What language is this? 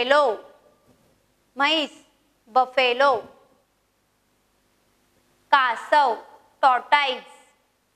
Marathi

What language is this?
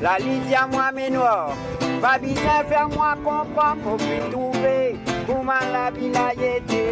Morisyen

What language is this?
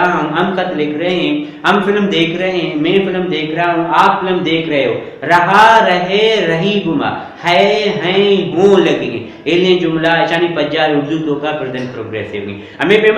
Baluchi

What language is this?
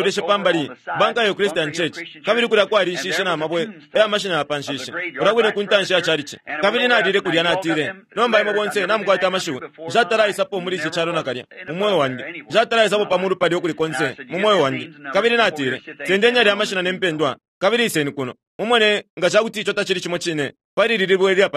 Bemba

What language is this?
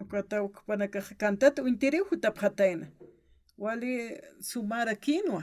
Aymara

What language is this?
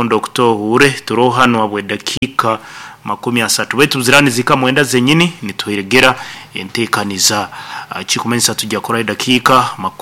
Nyankole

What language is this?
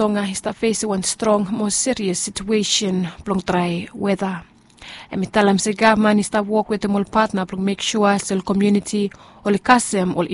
Bislama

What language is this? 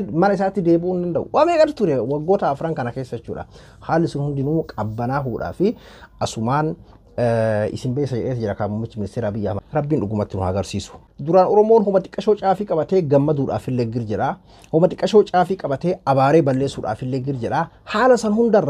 Oromo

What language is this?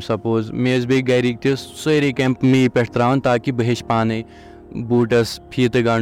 Kashmiri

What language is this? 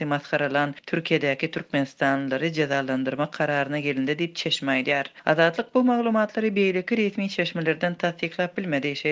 Turkmen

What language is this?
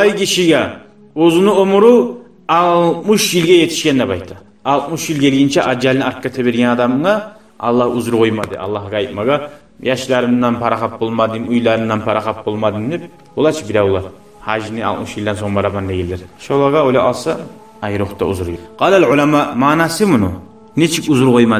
Kumyk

